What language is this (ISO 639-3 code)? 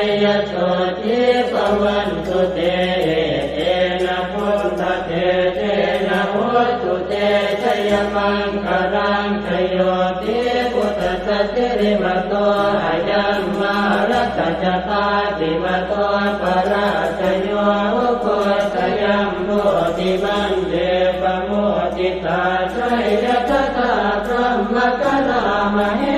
pli